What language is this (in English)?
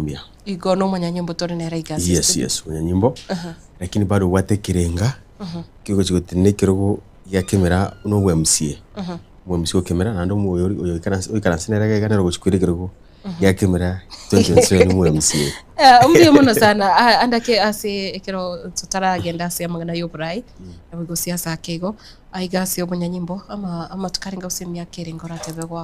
Gusii